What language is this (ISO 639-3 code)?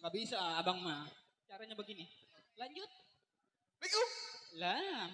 bew